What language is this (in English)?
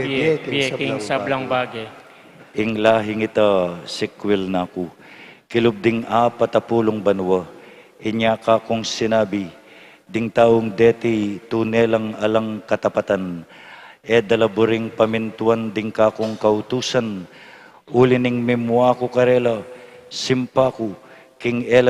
Pampanga